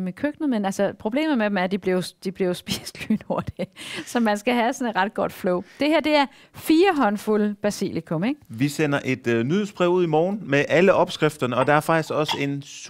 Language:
Danish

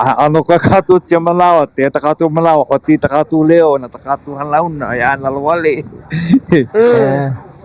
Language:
Hawaiian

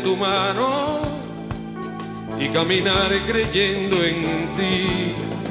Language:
Spanish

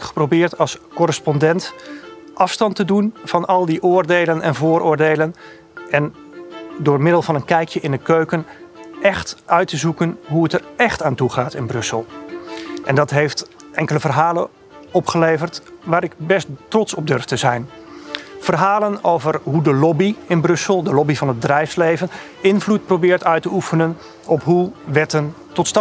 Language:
Dutch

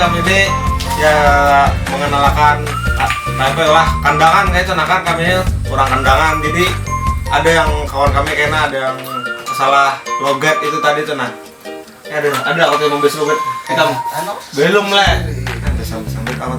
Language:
Banjar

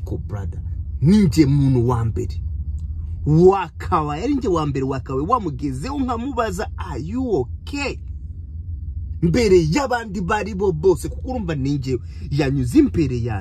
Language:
Kinyarwanda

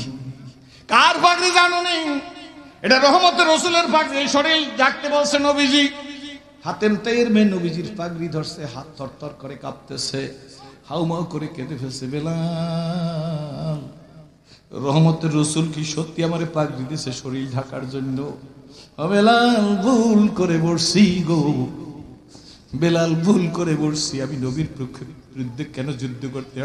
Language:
Bangla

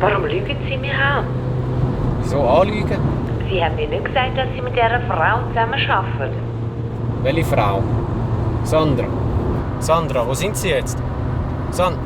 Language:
Swiss German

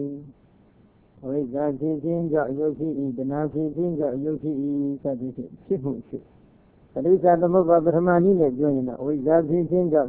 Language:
Burmese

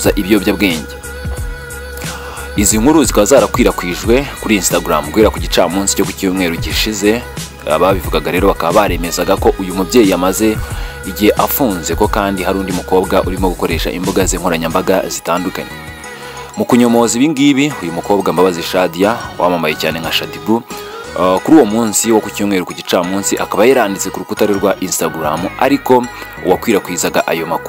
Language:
Kinyarwanda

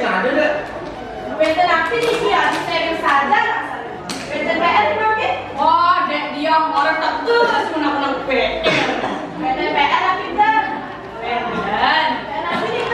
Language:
Balinese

